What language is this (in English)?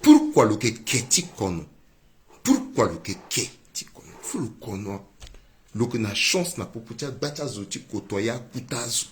Sango